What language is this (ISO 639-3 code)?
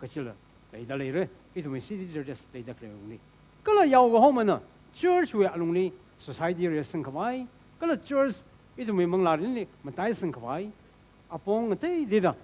nmf